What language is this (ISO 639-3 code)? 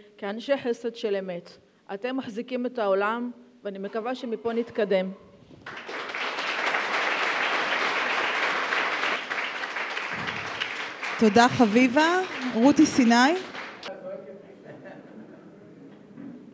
heb